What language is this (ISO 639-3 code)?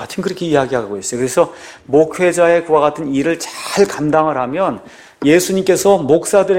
kor